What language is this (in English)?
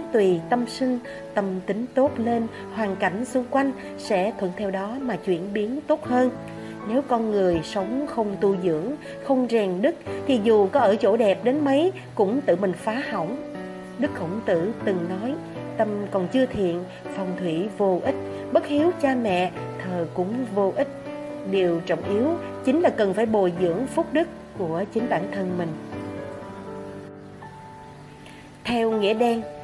Vietnamese